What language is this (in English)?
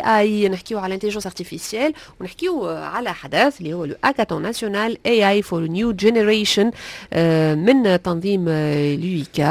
Tunisian Arabic